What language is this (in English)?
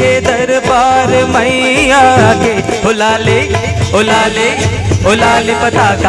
Chhattisgarhi